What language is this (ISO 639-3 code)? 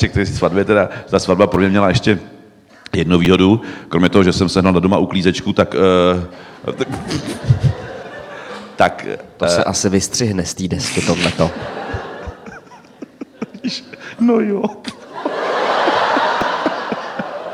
ces